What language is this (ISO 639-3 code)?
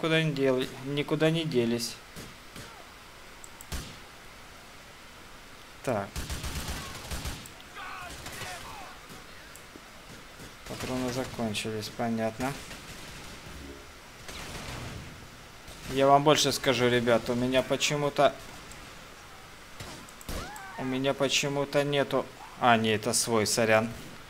rus